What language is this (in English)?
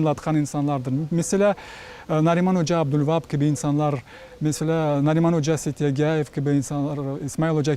Crimean Tatar